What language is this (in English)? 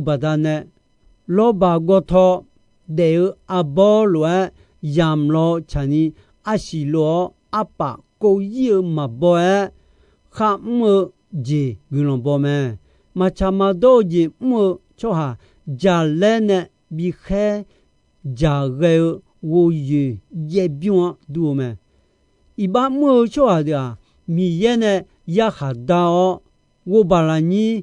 Akha